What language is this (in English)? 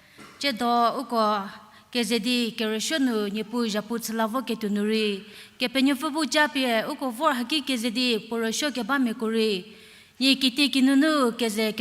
Angami Naga